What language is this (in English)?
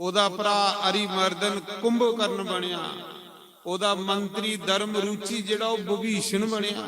Dogri